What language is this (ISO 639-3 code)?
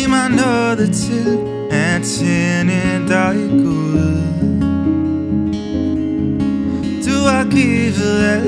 dan